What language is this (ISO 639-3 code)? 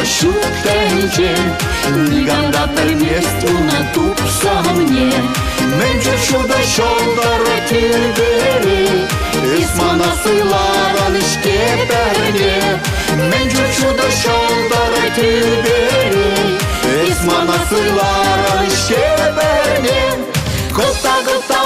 chv